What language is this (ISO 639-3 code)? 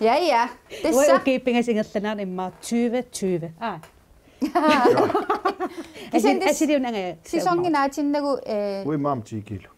kal